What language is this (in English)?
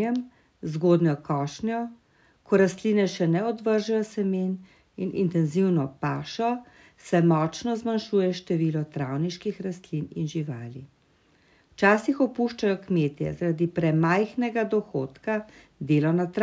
Slovenian